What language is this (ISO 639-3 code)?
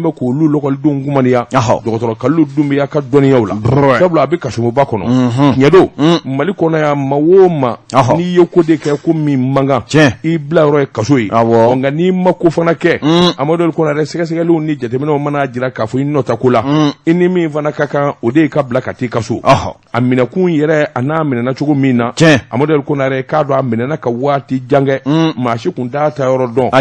bam